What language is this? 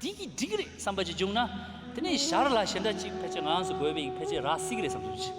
Tibetan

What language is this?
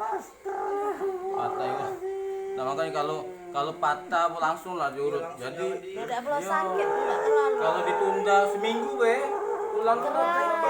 Musi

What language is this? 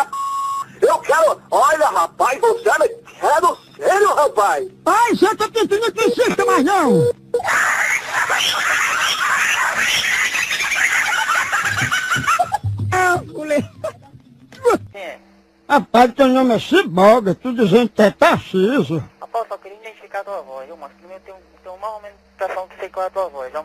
Portuguese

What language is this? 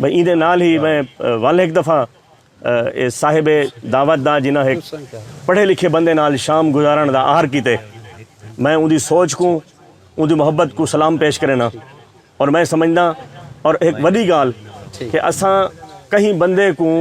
Saraiki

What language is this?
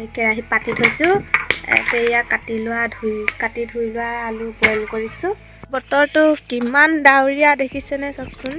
Assamese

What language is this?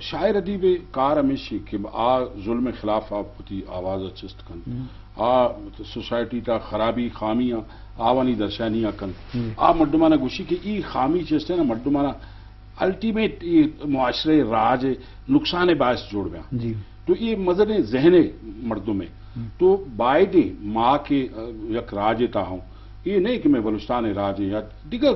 Eastern Balochi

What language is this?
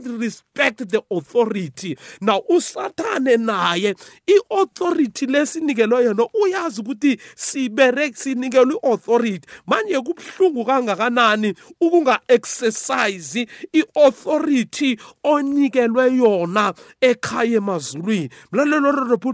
South Ndebele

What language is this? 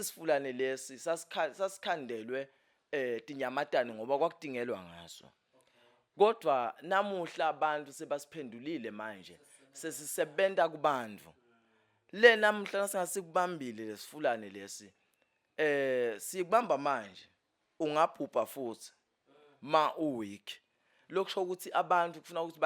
Zulu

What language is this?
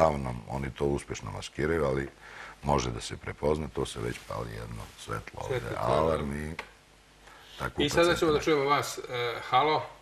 Serbian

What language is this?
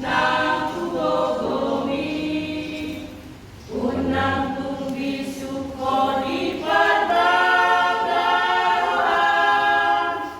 Batak Toba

